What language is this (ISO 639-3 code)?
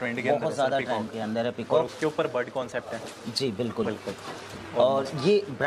hin